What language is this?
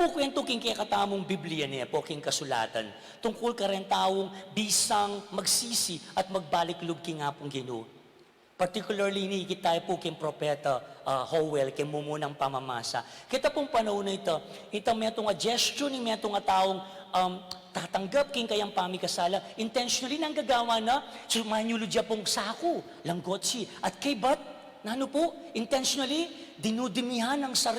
Pampanga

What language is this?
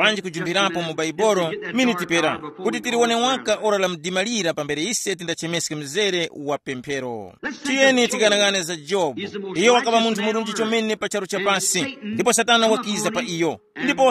Tumbuka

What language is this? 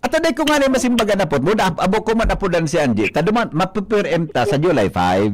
Bikol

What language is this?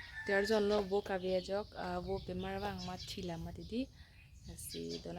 Karbi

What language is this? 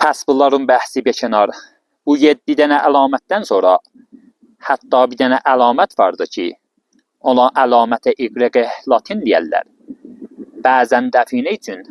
Azerbaijani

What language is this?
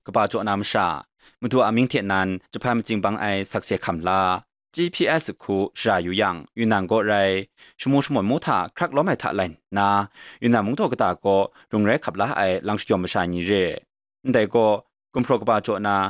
Kachin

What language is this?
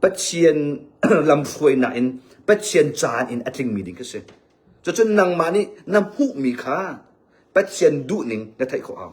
Hakha Chin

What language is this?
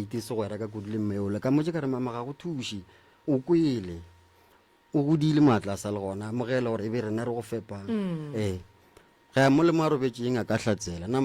Northern Sotho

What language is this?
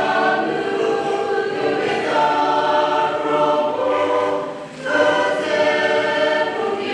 Chokri Naga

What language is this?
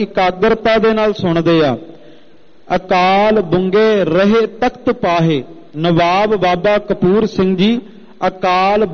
Punjabi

